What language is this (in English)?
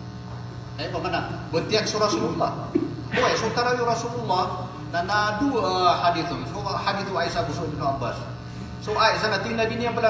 Maranao